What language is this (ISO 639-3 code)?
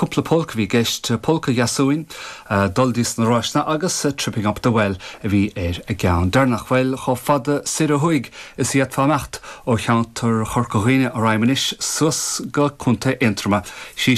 gle